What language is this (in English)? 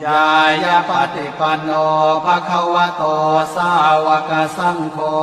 Pali